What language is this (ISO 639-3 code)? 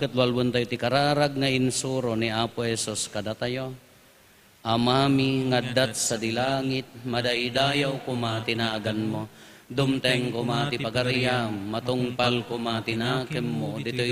ilo